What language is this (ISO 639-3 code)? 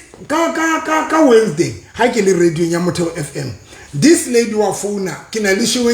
sot